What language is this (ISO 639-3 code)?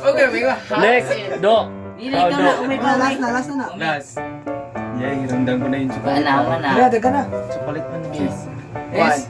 ceb